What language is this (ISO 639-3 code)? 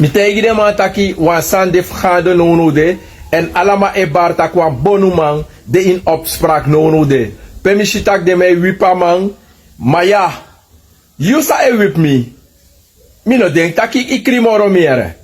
srn